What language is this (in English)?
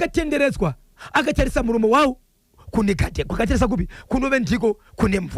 Shona